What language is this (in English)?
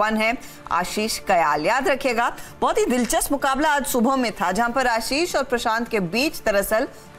Hindi